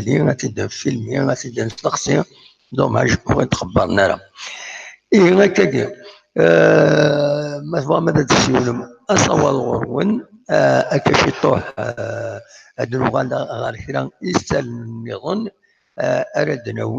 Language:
Kabyle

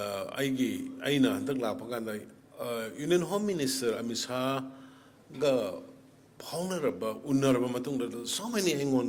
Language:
Manipuri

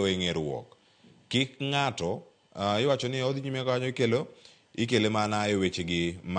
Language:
Luo (Kenya and Tanzania)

